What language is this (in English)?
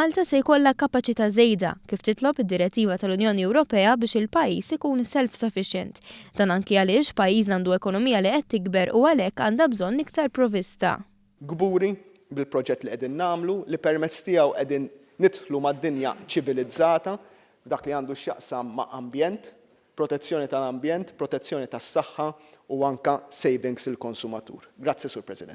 Maltese